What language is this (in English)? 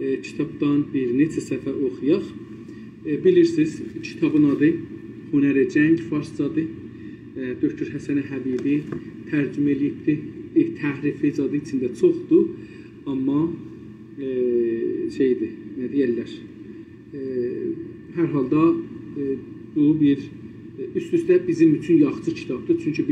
South Azerbaijani